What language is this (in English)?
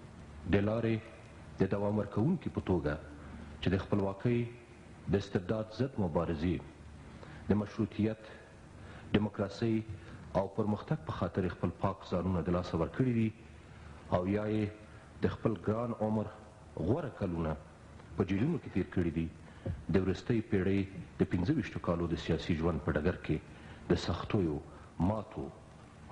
Pashto